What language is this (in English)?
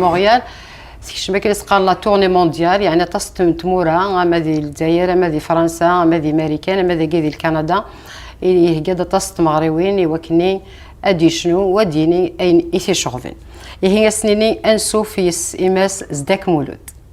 Kabyle